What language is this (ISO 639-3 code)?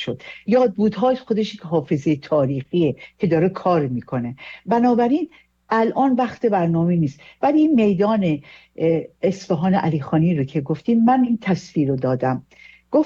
fas